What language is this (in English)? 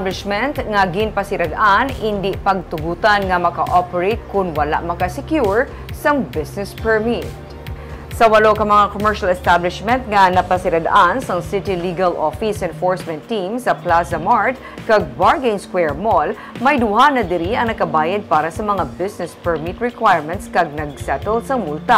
Hiligaynon